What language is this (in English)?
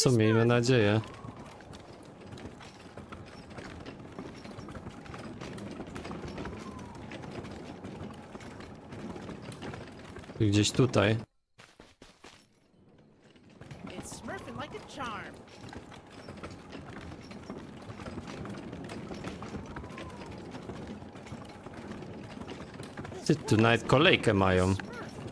Polish